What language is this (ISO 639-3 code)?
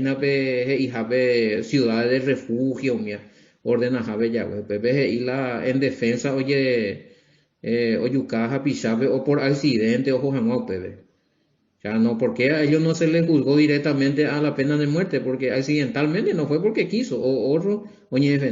grn